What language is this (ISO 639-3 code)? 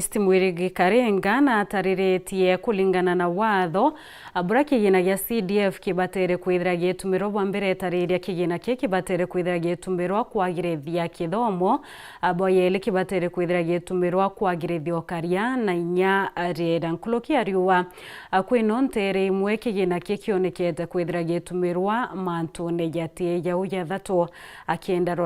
mer